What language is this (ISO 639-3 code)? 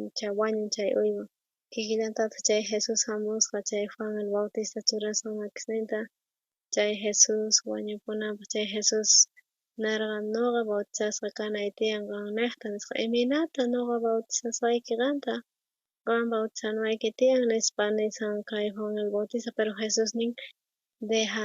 quh